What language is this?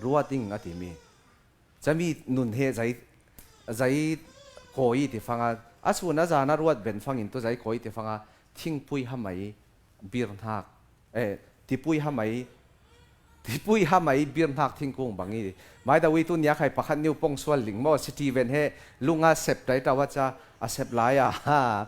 Falam Chin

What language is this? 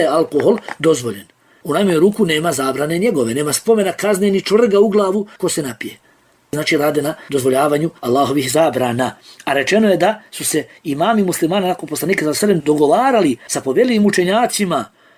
Bosnian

